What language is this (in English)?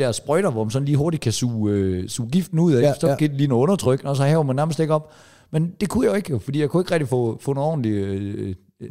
Danish